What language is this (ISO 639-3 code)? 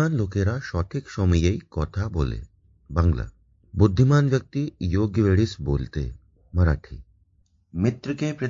san